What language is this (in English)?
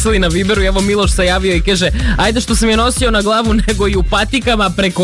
Serbian